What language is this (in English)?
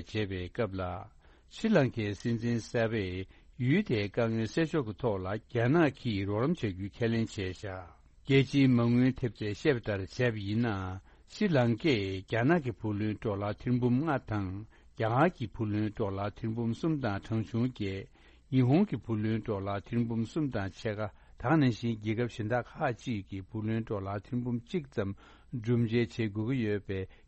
Tibetan